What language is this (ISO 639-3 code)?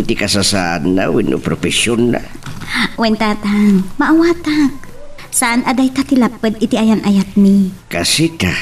ilo